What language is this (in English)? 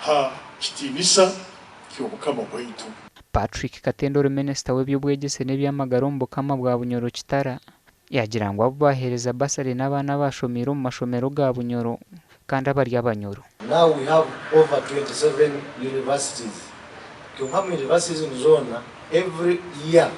Nyankole